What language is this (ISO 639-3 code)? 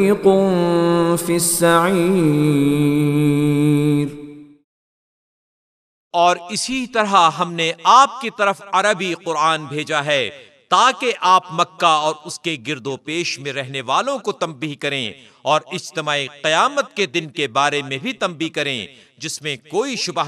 urd